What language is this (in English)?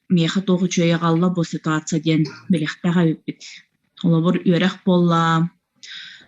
Yakut